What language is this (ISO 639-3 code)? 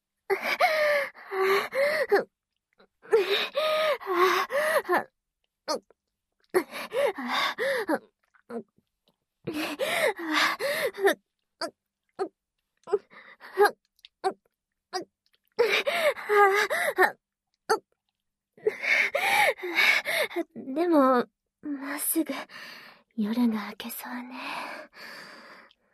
jpn